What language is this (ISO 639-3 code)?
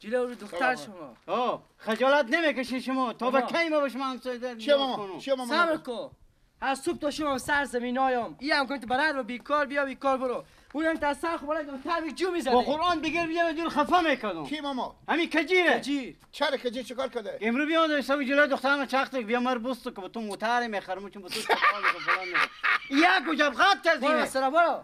fas